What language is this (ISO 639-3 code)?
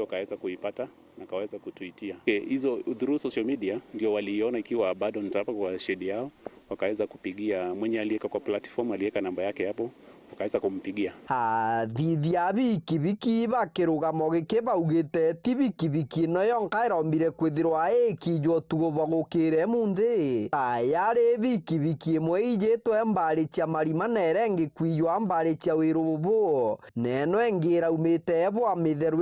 mer